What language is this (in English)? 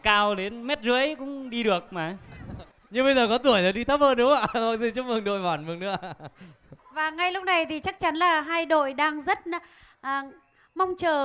Vietnamese